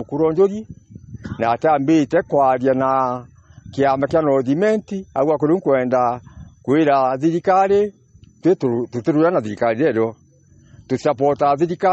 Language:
Meru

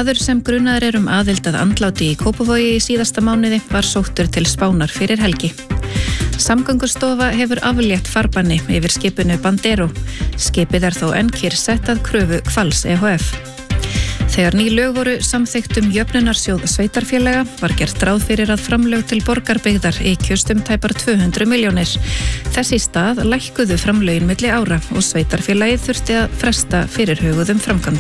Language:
Icelandic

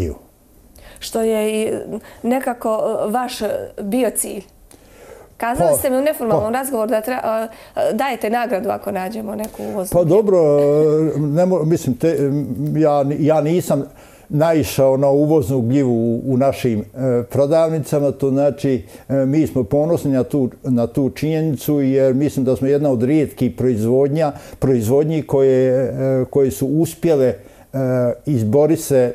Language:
Bosnian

